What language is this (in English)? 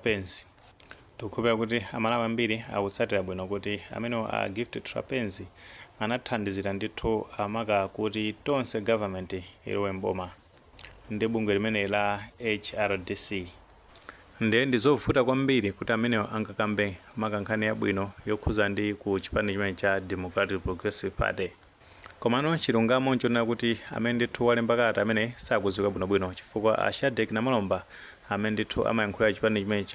Nyanja